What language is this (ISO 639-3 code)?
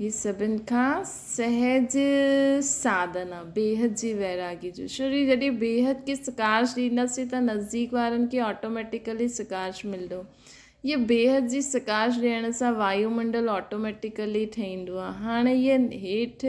snd